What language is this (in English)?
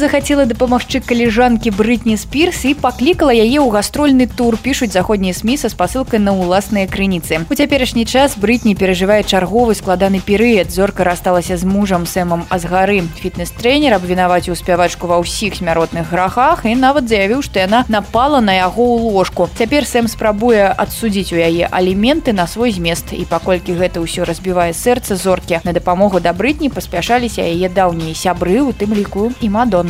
Belarusian